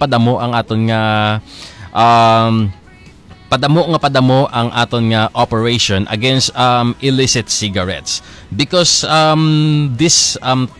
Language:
Hiligaynon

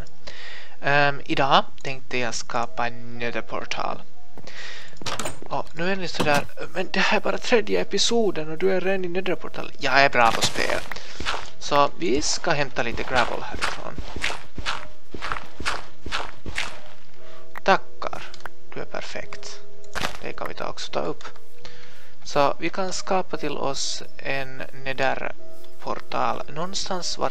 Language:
Swedish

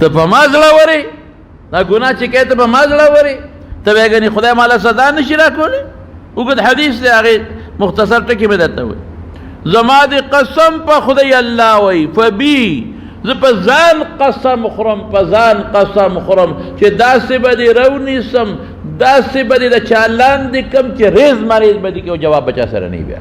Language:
Pashto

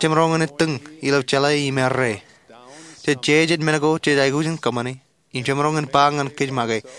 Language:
Marshallese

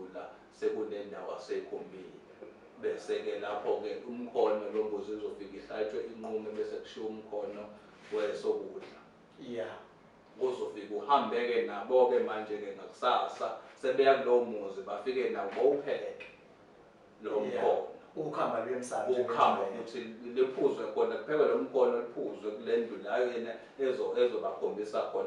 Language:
Zulu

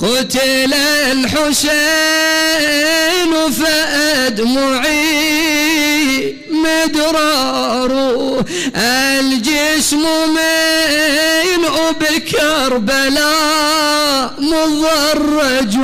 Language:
Mesopotamian Arabic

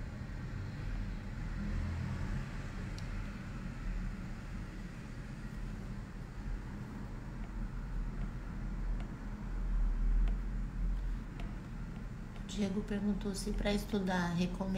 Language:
Portuguese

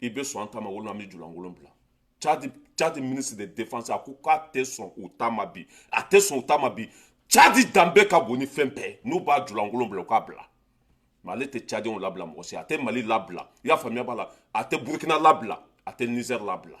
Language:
Bambara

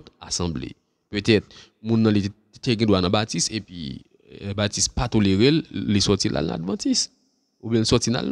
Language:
Haitian Creole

